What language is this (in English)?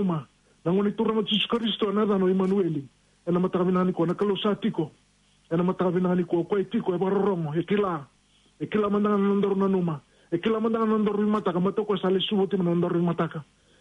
Fijian